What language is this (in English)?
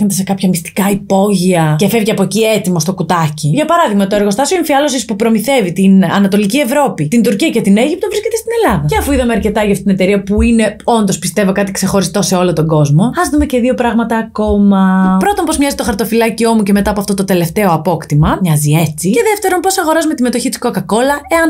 Greek